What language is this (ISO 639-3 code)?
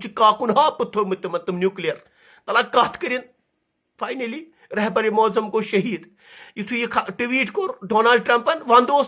kas